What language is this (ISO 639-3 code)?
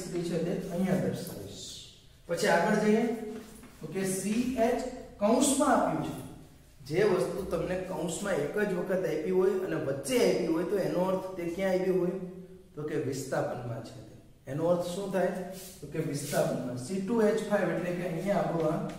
guj